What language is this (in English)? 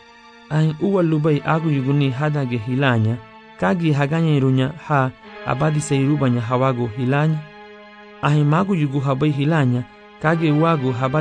Garifuna